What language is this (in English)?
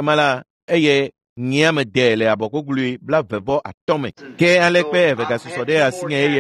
Ewe